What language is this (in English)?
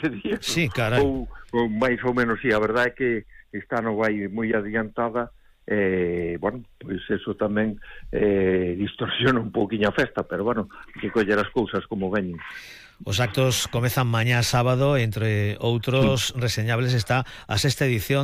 Galician